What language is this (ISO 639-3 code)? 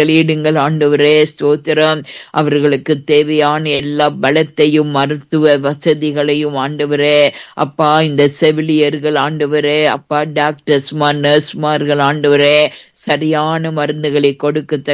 tam